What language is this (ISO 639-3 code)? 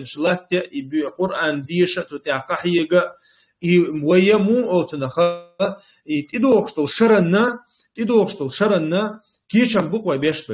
che